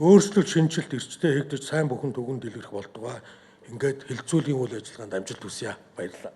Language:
Mongolian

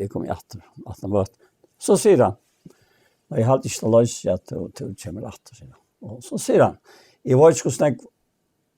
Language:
Faroese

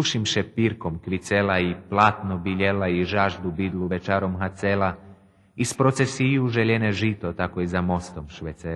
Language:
Rusyn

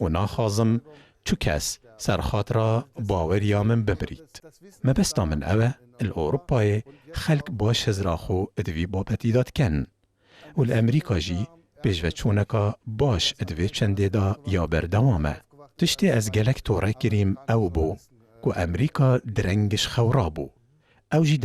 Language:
Kurdish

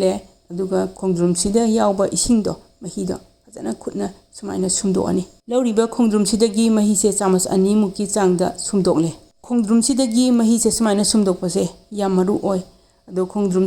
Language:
Manipuri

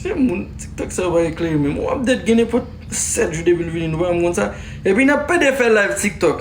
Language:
Haitian Creole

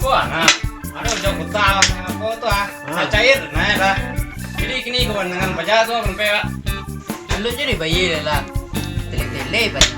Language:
Minangkabau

